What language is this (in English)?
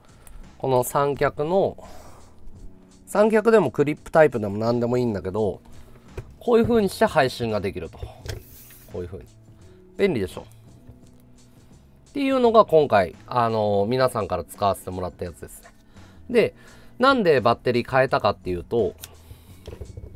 Japanese